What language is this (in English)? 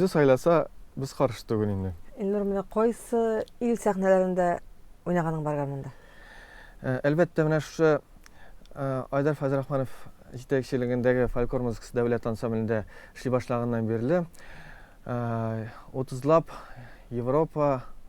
Tatar